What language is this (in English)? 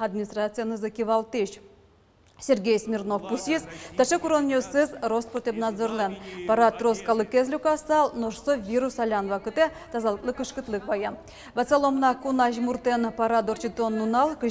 Udmurt